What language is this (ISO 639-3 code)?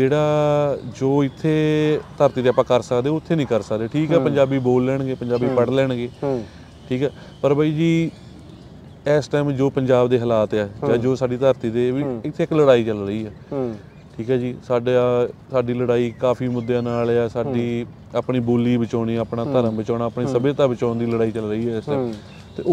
pan